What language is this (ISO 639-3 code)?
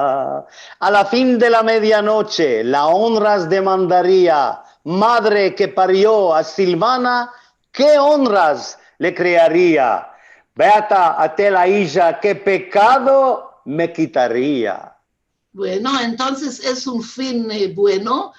lad